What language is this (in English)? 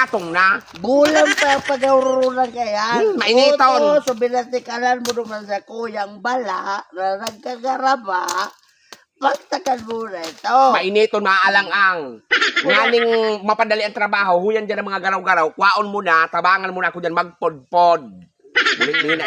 Bikol